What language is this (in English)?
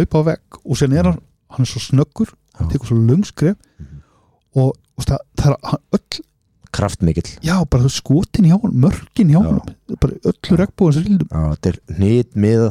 Icelandic